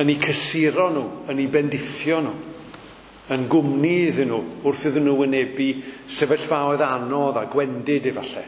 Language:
Welsh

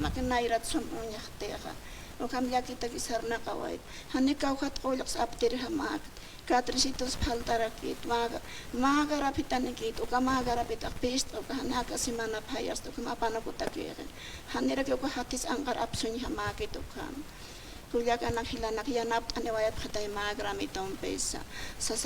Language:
Aymara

